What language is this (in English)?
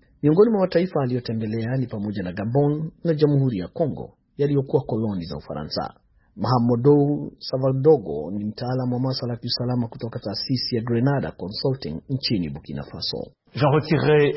Swahili